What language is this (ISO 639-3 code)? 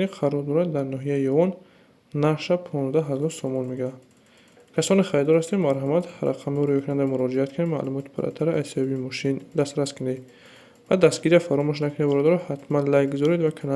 tgk